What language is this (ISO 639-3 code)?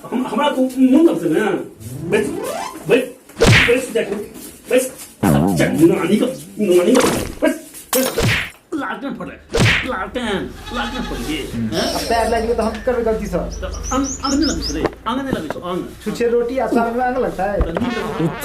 mai